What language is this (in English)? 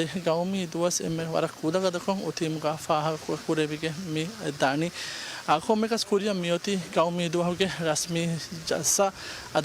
Divehi